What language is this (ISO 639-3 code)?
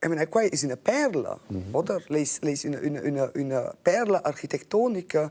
roh